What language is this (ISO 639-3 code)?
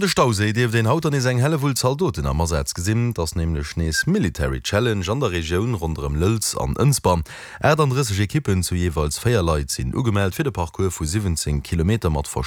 ltz